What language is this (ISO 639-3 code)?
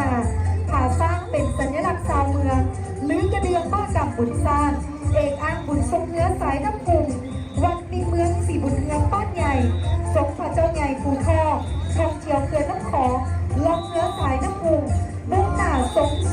lao